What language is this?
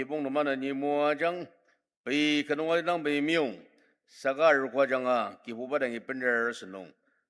Ao Naga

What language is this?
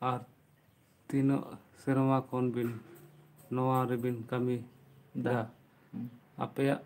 Santali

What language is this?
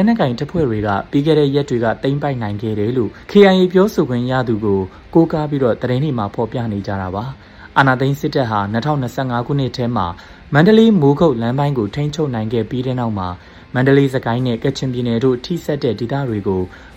Burmese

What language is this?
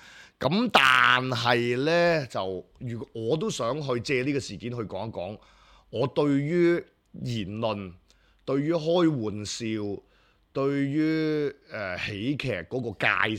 Cantonese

